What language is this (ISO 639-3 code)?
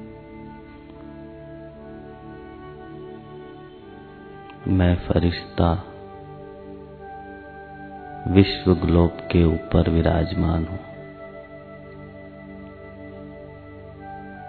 hin